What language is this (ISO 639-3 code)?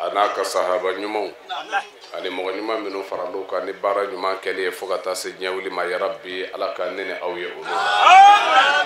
bam